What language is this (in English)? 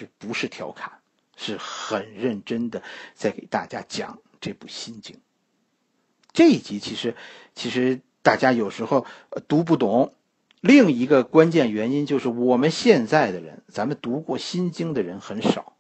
Chinese